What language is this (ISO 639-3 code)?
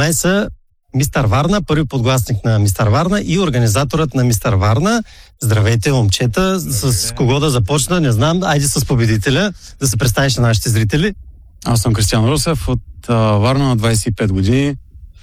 bul